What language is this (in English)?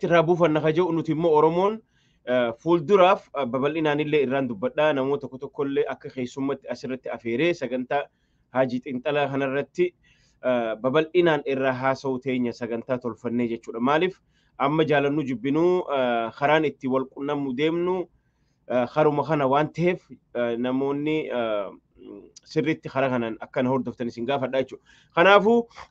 Oromo